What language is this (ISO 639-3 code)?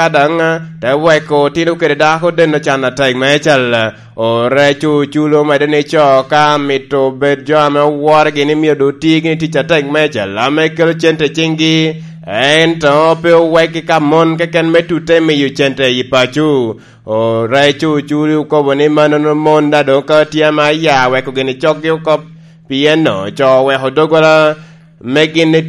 laj